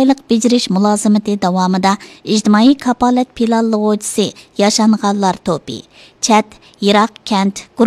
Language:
Uyghur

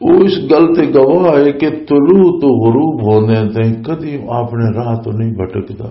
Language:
Western Panjabi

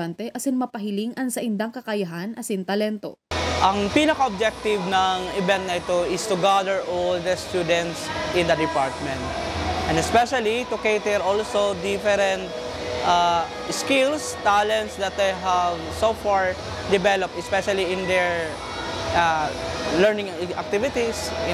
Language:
Bikol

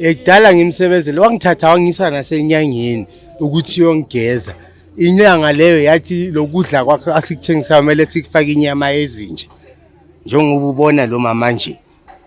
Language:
Zulu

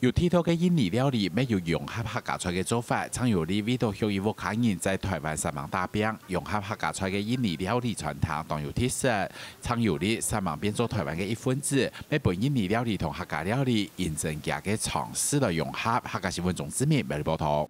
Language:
Hakka Chinese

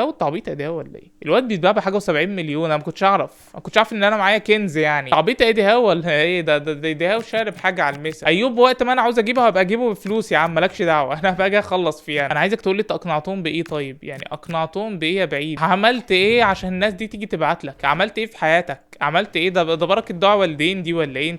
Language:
Egyptian Arabic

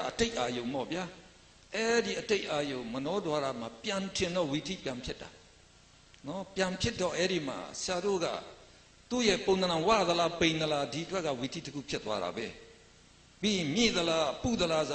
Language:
Burmese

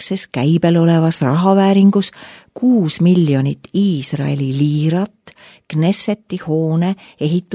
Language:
Estonian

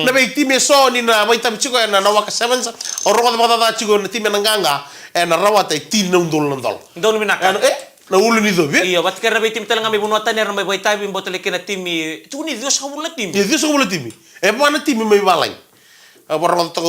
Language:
Fijian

